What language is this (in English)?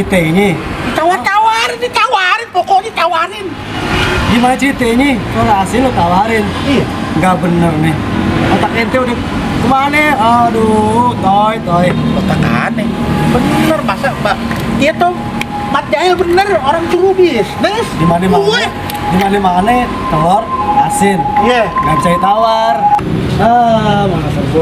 Betawi